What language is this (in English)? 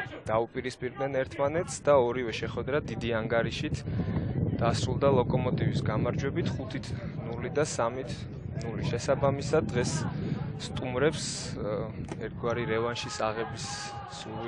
Georgian